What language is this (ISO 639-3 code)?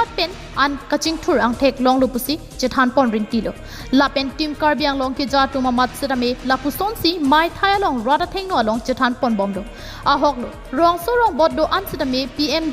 mjw